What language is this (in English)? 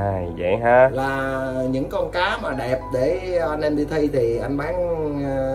Vietnamese